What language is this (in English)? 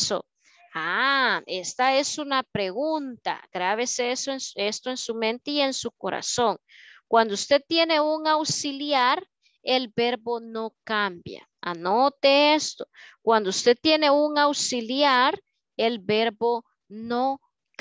Spanish